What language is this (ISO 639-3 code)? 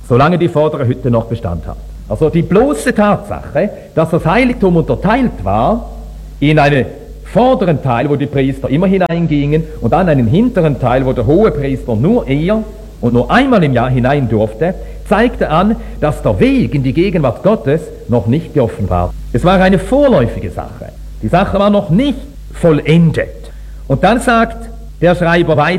deu